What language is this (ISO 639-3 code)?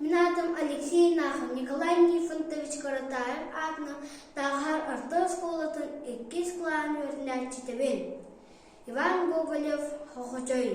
sah